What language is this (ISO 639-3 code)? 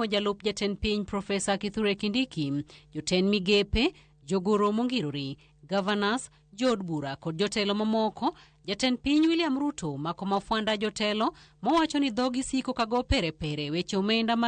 luo